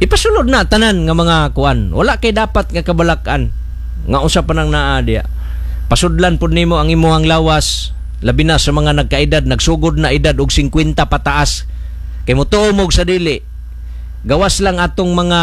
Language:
Cebuano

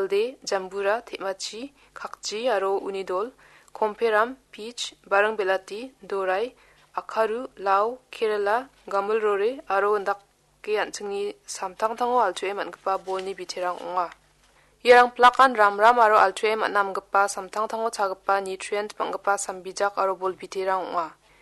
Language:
Garo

